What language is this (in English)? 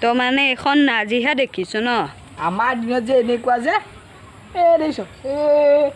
Assamese